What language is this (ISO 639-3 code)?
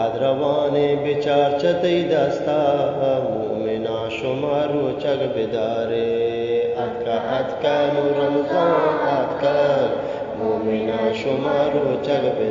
bgp